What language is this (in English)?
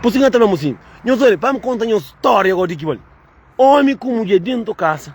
Kabuverdianu